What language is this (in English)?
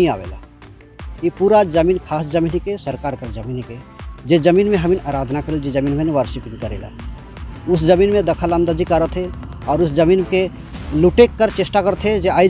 Sadri